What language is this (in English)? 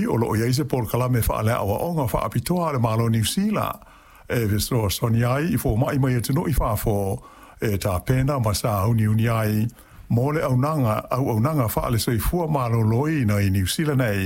Samoan